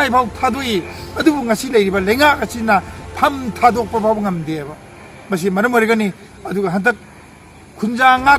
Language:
Manipuri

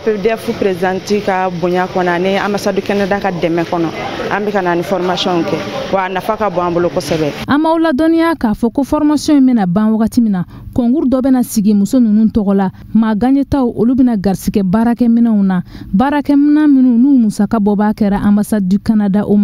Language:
Bambara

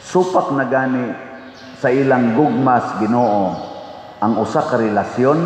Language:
Cebuano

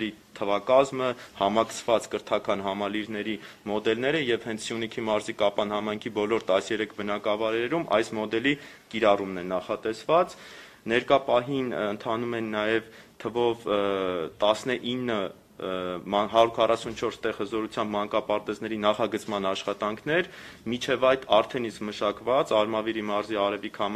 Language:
Armenian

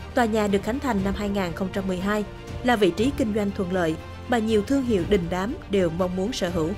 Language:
Vietnamese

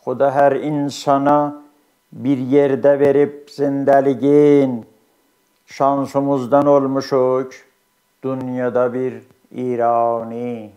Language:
South Azerbaijani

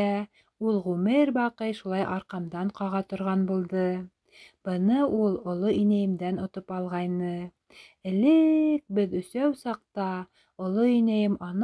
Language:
Bashkir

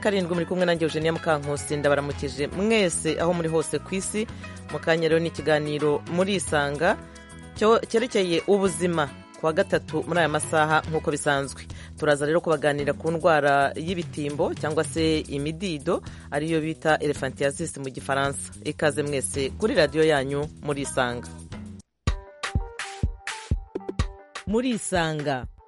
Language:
Kinyarwanda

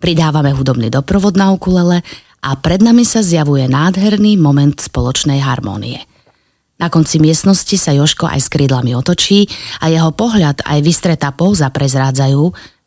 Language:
Slovak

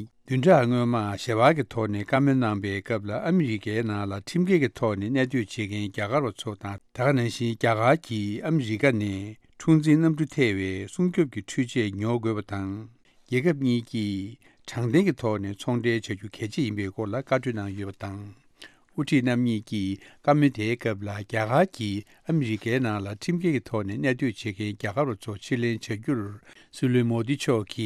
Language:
Tibetan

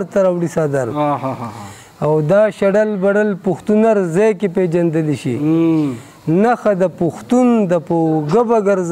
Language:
Pashto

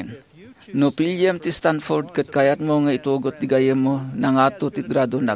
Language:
Iloko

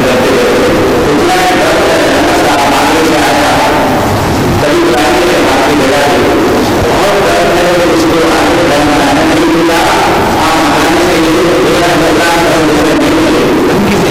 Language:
Urdu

